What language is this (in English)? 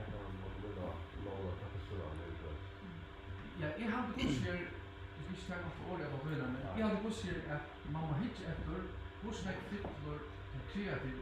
Faroese